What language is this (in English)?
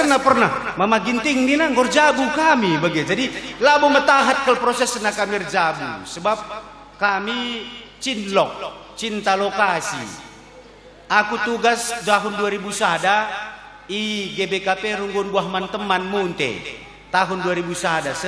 Batak Karo